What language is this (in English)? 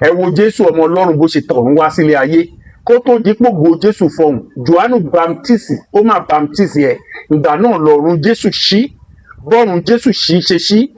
Yoruba